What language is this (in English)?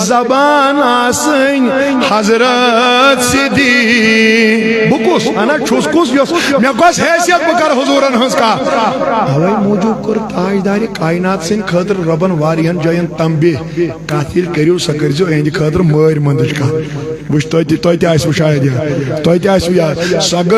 Kashmiri